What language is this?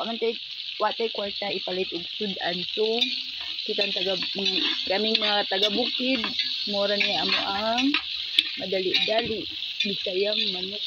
Cebuano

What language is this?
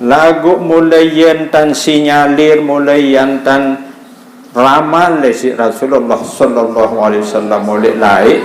Sasak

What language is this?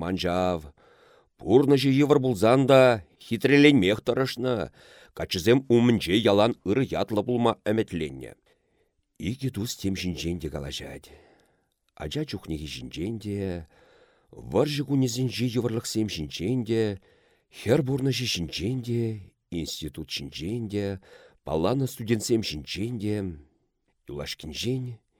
Chuvash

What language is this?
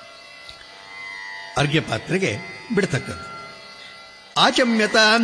Kannada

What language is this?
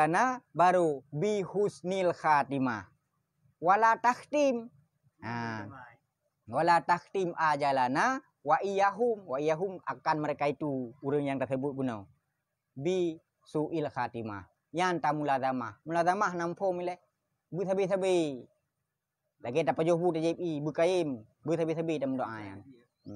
Achinese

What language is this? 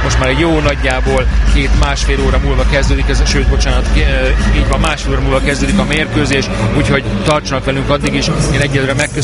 Hungarian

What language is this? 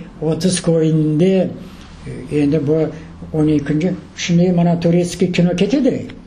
Crimean Tatar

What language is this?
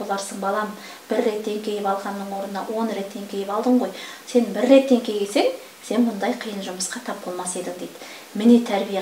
Kazakh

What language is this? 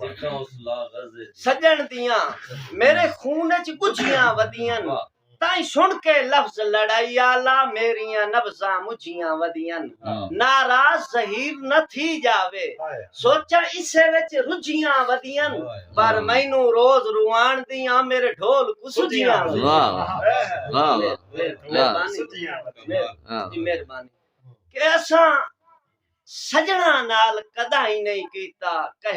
Saraiki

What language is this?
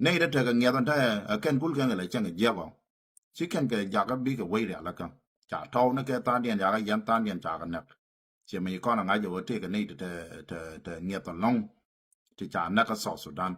Nuer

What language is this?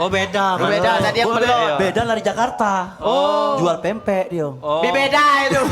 Musi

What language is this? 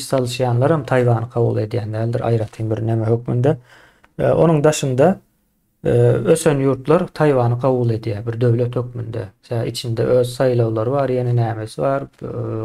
Turkmen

